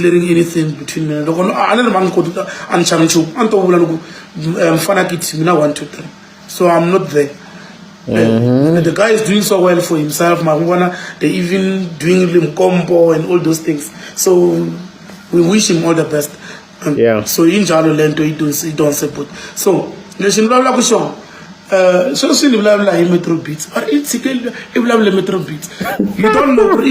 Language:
Tsonga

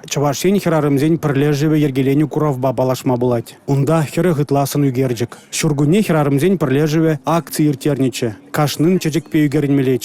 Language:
Chuvash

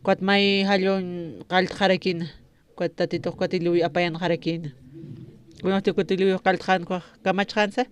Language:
Aymara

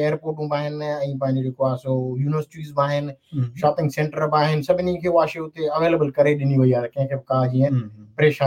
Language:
Sindhi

